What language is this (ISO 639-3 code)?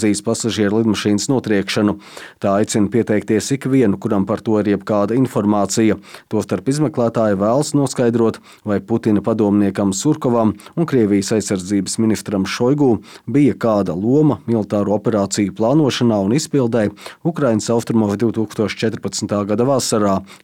lav